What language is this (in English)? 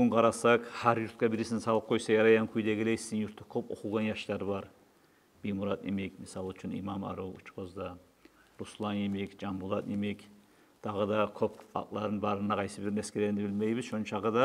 Kumyk